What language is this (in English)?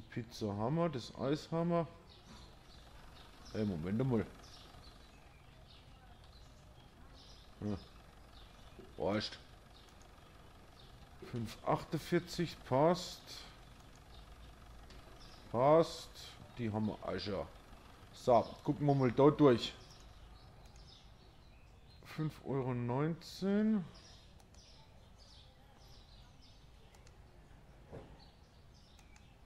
German